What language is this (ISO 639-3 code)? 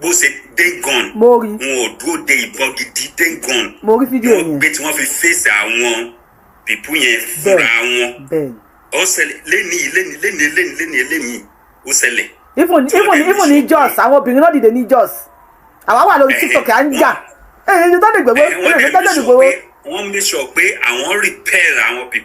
yor